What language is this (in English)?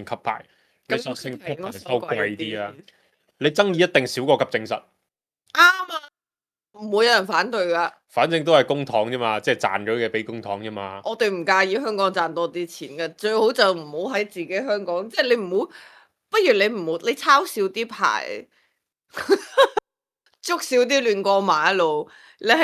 Cantonese